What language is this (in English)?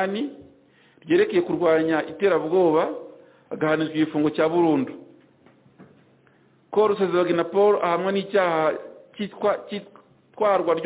Kinyarwanda